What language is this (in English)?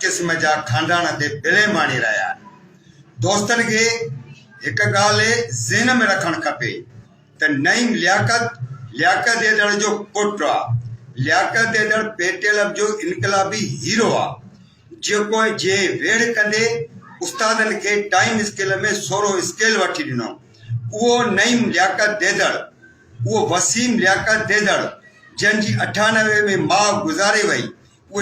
Sindhi